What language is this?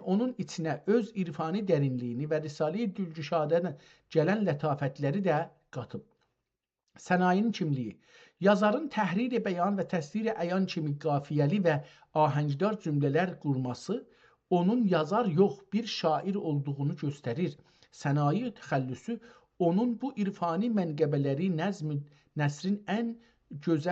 South Azerbaijani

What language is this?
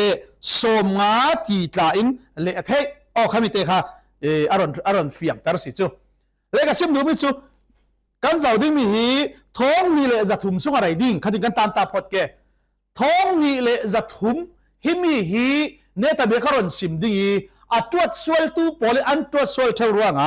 Falam Chin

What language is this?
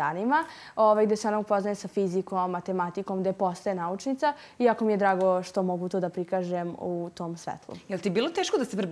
Serbian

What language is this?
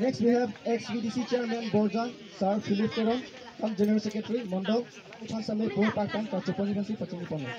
Karbi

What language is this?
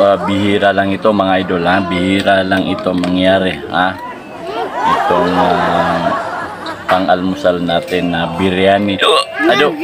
Maranao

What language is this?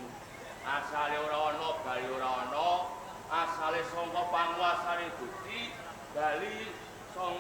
Javanese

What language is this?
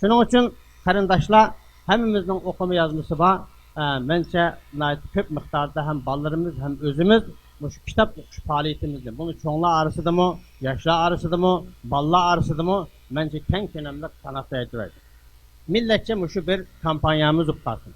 Uyghur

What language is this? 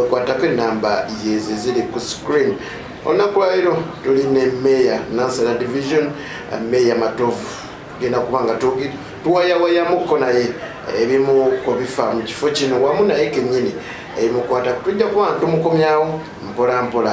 Ganda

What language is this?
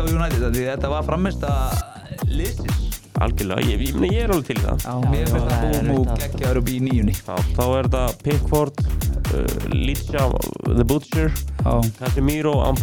Icelandic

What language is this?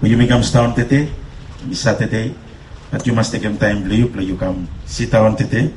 Bislama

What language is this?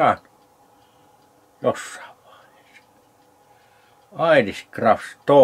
Finnish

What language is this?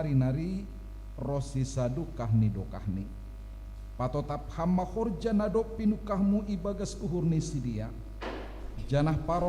Batak Simalungun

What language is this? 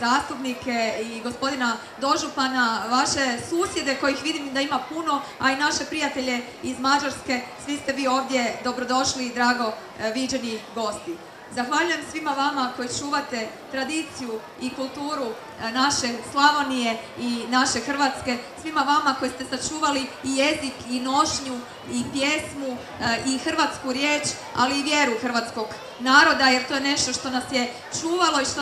Croatian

